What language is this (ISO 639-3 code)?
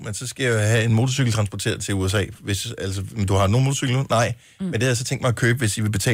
dan